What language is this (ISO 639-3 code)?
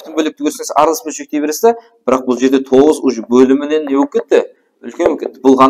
kaa